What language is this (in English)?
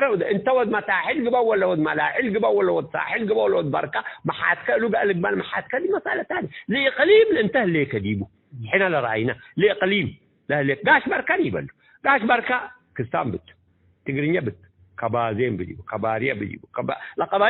Tigre